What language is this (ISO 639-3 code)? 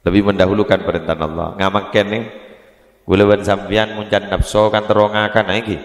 mad